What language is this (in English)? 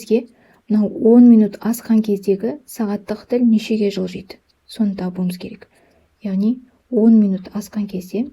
Kazakh